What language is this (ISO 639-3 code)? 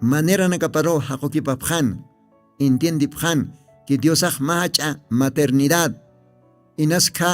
aym